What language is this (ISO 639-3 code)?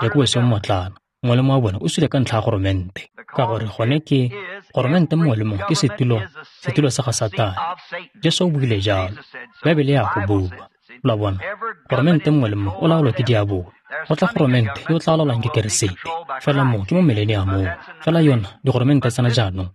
tsn